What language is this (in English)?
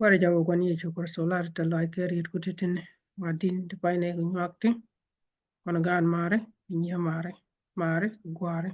Nuer